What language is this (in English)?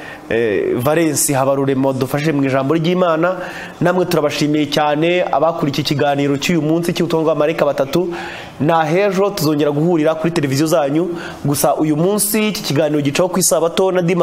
Kinyarwanda